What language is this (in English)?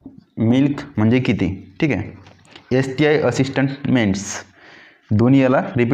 Marathi